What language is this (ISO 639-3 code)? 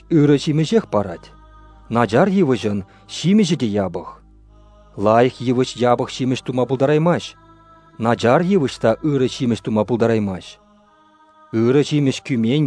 chv